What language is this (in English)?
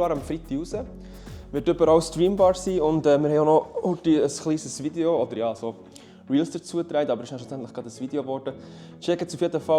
Swiss German